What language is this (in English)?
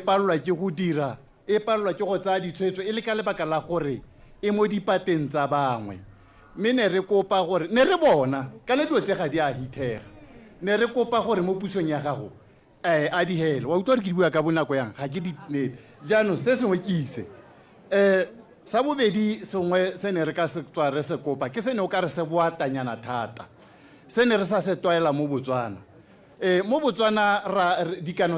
Tswana